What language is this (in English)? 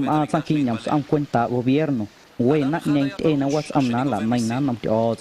Guerrero Amuzgo